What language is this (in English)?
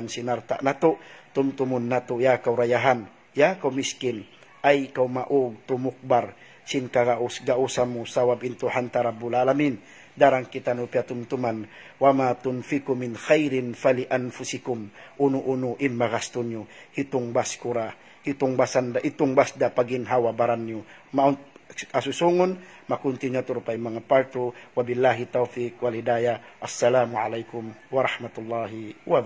Tausug